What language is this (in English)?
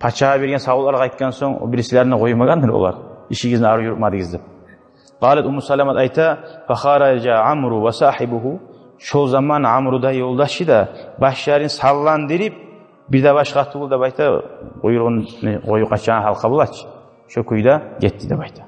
Kumyk